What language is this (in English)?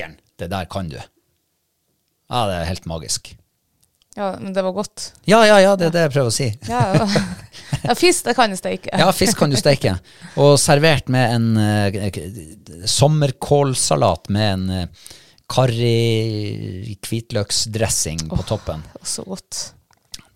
Norwegian